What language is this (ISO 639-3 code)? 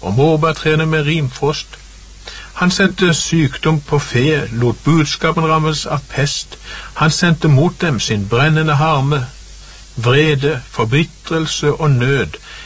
nor